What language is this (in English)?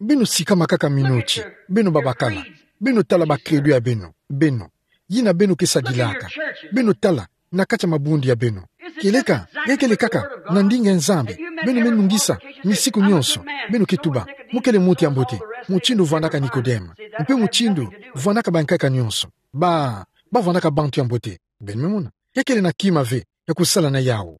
Kituba (Democratic Republic of Congo)